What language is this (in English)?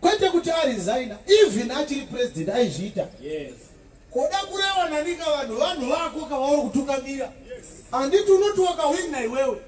Shona